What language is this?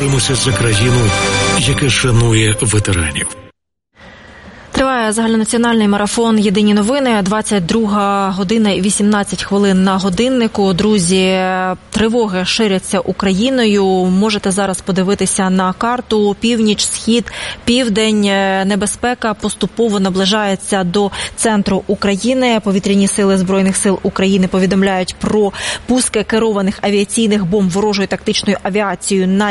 Ukrainian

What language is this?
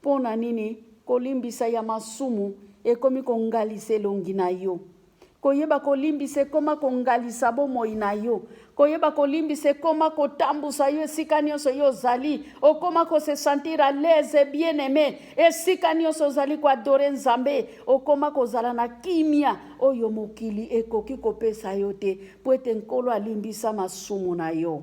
Lingala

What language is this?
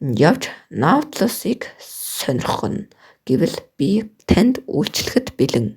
Mongolian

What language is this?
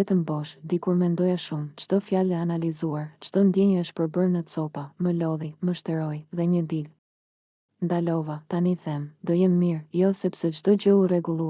Albanian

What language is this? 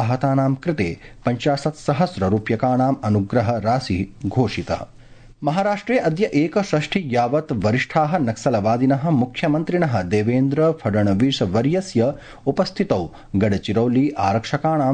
Sanskrit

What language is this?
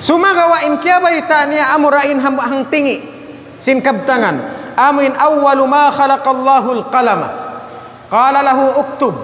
Tausug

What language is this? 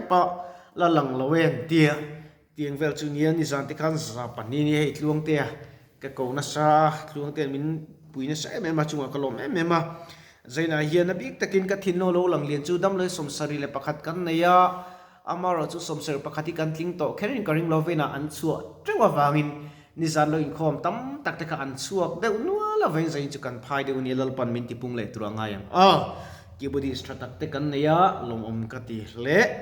Mizo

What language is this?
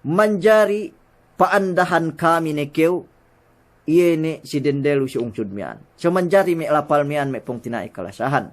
Yakan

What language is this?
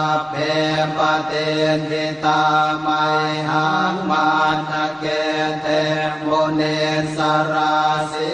Pali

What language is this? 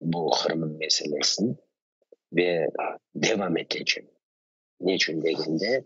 Crimean Tatar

